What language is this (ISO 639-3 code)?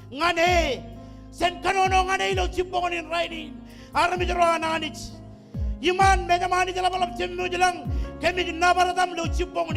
mah